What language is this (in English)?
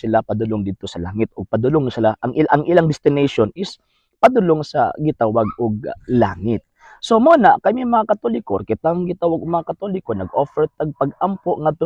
Cebuano